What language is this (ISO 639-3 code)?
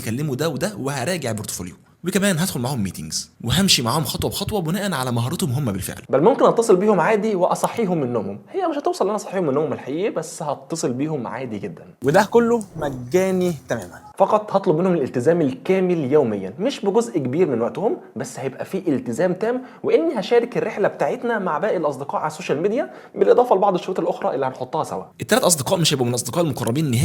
arz